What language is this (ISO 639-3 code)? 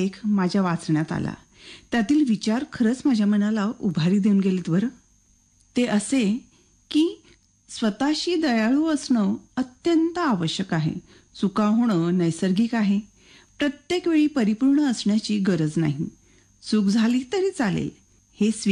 mar